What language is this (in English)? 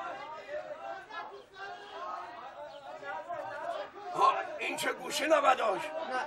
Persian